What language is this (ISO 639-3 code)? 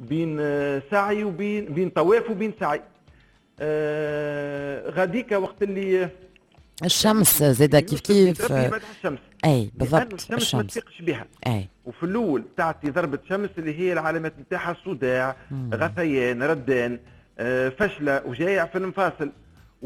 aeb